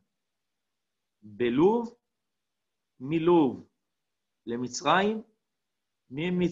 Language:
Hebrew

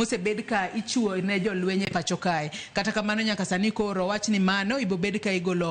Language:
Luo (Kenya and Tanzania)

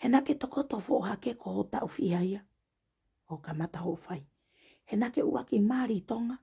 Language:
Tongan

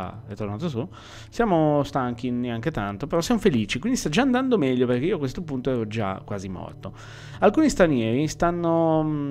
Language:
Italian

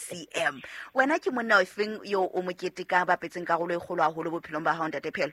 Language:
Southern Sotho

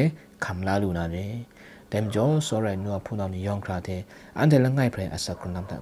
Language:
Kachin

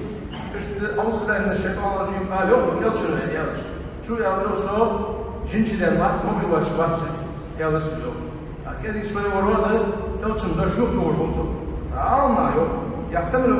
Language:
Ingush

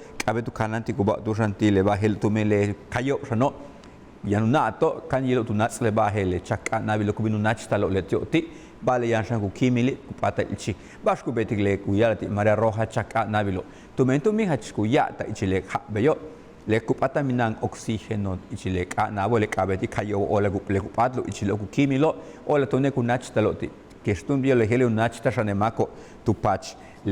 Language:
Yucateco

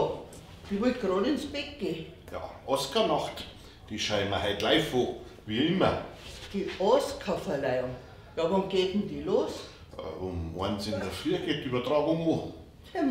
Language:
Bavarian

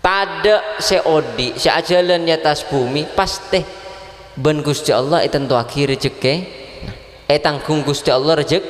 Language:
Madurese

